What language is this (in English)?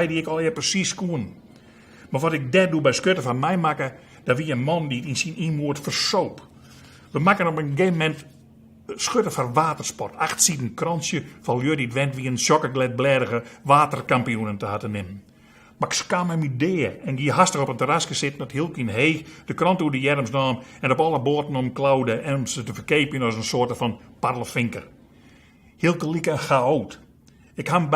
Western Frisian